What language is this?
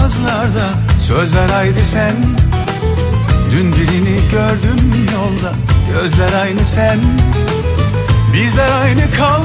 Turkish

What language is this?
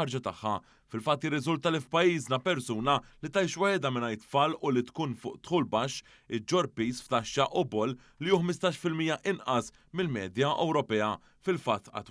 Maltese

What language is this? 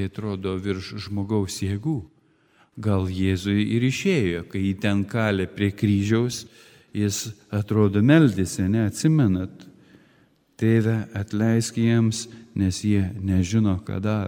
Lithuanian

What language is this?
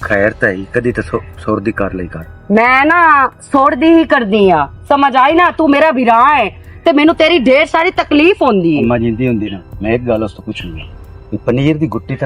Western Panjabi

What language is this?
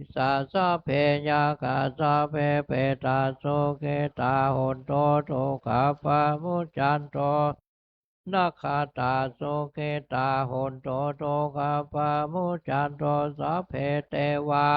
Pali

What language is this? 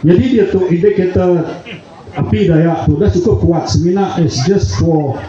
Iban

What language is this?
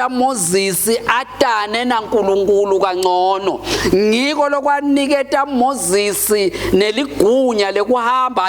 Swati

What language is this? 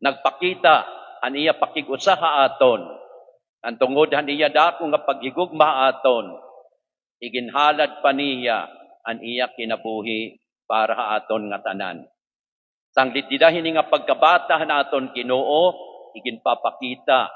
Waray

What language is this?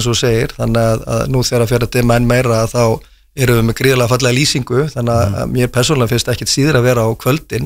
Icelandic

